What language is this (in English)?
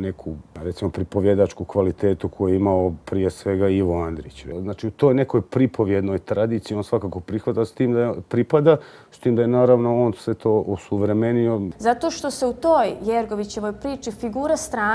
Bosnian